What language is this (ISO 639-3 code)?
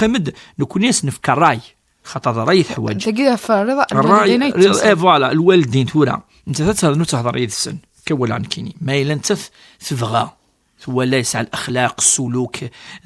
kab